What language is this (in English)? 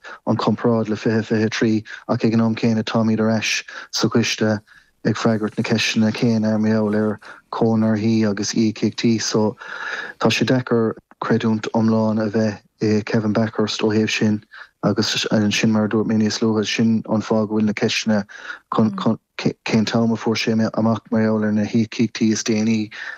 Irish